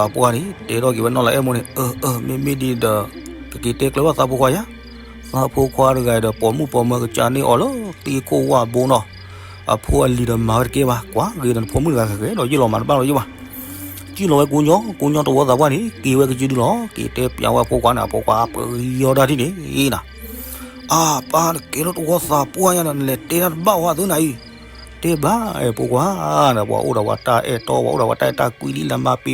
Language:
S'gaw Karen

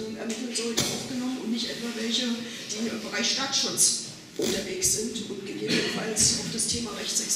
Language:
German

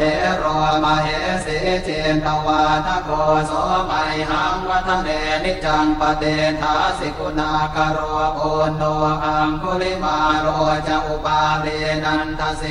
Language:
Pali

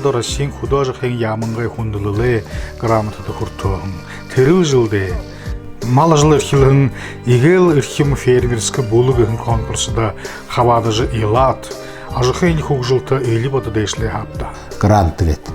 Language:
Buriat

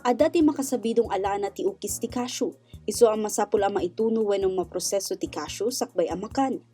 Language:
Iloko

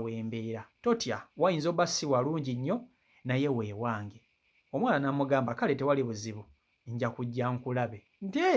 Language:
Ganda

